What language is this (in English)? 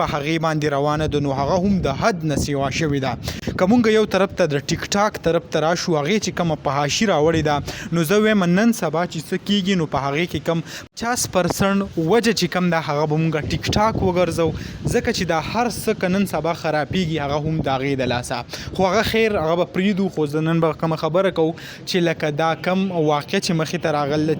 Pashto